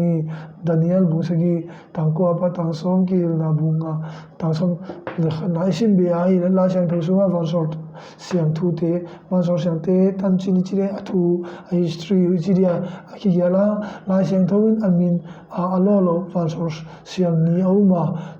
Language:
Tedim Chin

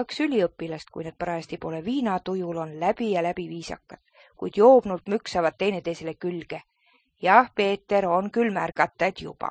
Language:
Estonian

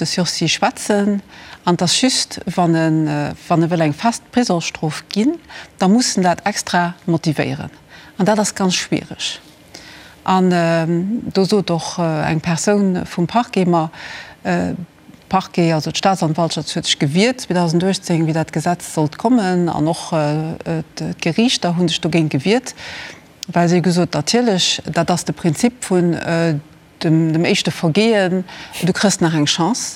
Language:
Luxembourgish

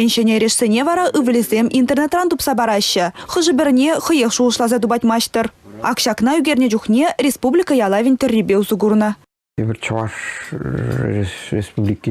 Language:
Chuvash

